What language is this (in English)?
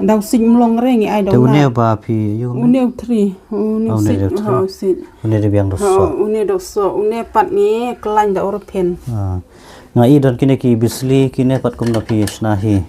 Khasi